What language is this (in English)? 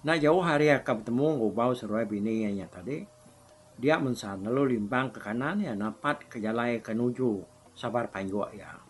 Iban